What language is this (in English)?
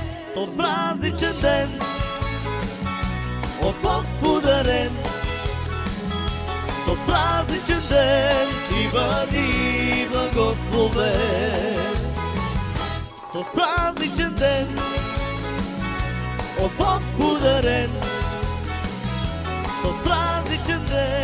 Bulgarian